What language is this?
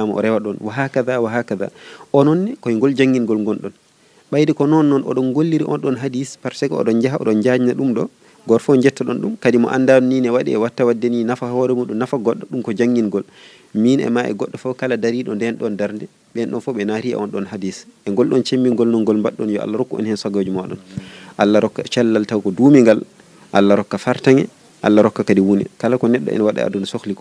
Fula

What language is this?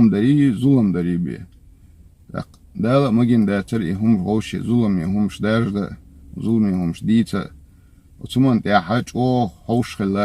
Chechen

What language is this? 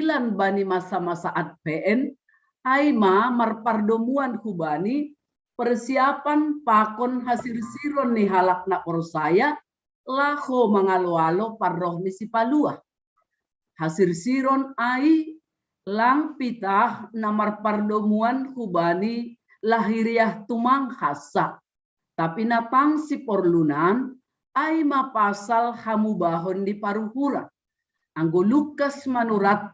Batak Simalungun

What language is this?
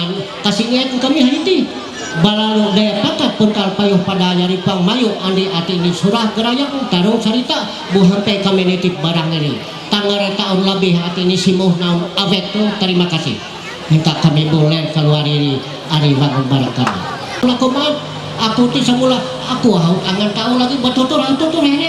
Ma'anyan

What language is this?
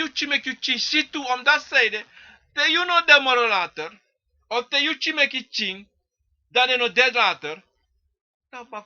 Sranan Tongo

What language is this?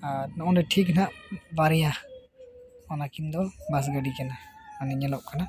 Santali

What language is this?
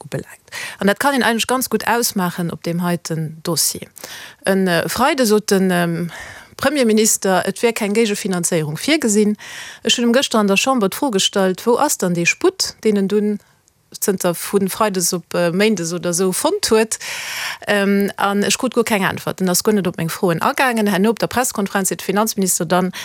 Luxembourgish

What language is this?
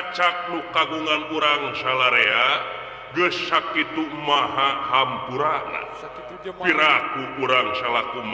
Sundanese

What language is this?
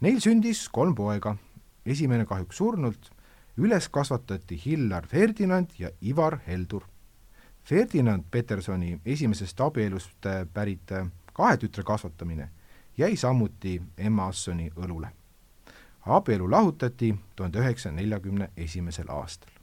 Estonian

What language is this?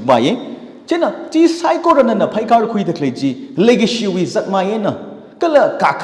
Tangkhul Naga (India)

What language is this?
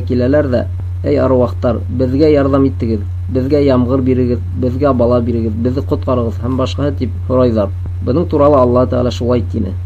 Bashkir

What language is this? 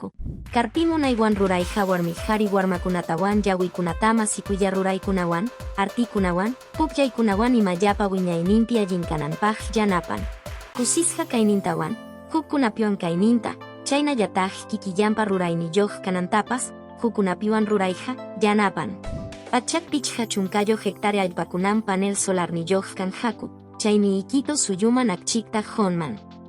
Quechua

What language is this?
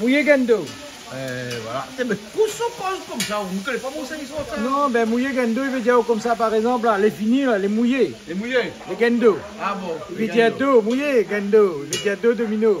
Réunion Creole French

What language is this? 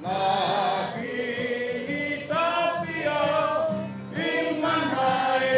Māori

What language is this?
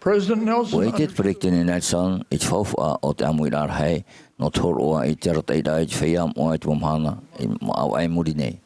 Tahitian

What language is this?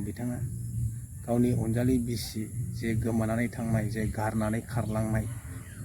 Bodo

